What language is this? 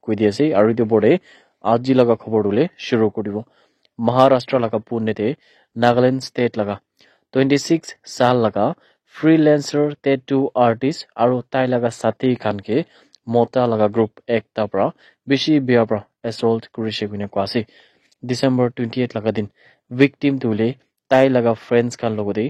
Naga Pidgin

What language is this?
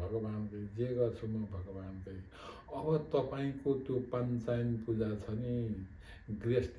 Nepali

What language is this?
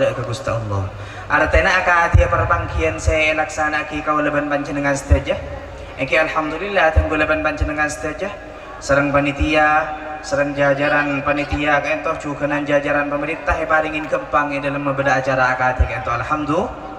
Madurese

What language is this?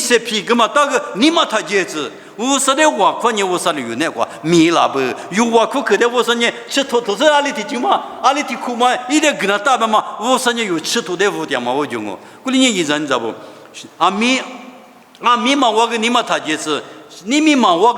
Lisu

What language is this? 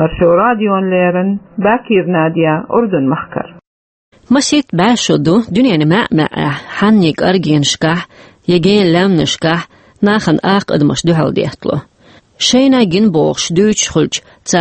Chechen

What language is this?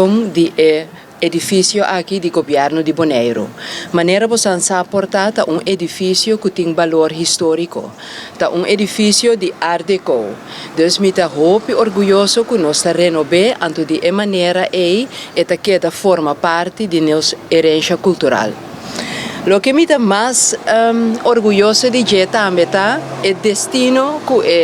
Papiamento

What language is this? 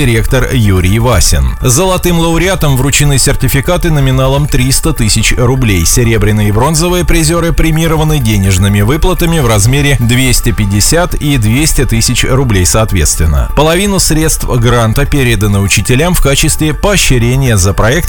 Russian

